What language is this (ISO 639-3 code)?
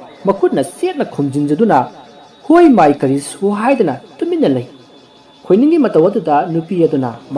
mni